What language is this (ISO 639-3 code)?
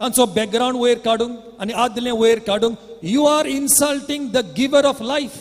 kok